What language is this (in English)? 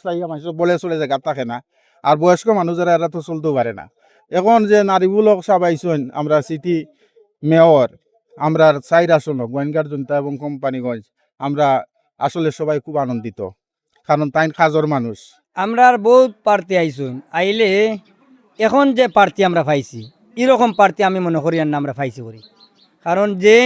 Sylheti